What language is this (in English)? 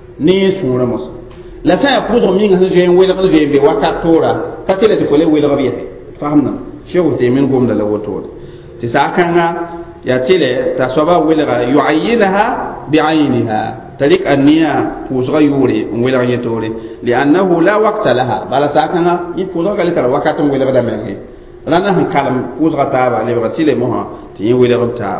Mossi